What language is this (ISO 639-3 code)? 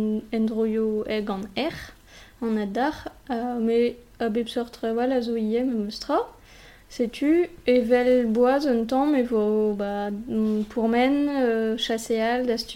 bre